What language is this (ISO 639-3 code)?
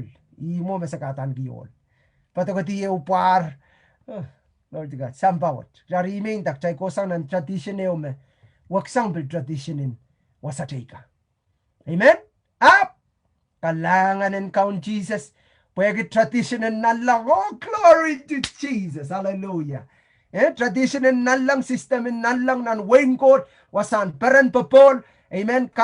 pon